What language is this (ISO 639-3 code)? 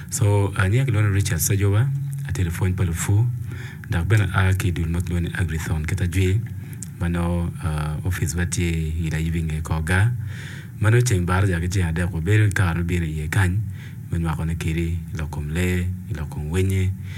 ach